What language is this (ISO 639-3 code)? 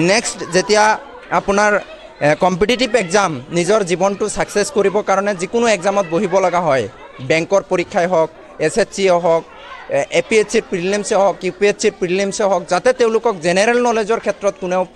asm